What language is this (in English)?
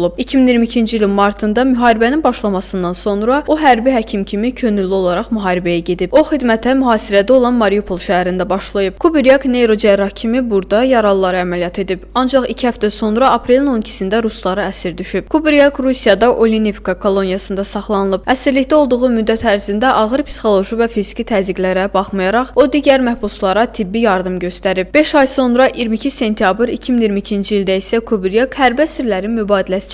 Azerbaijani